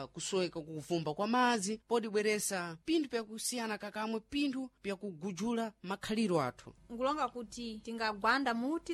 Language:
Sena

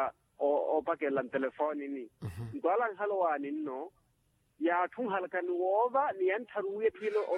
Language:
Makhuwa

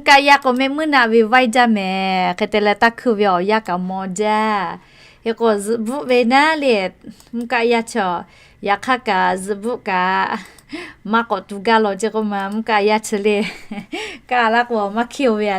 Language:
Lahu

